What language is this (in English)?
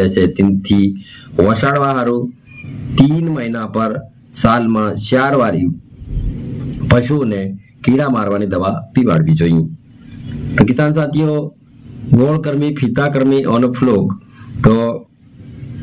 Gujarati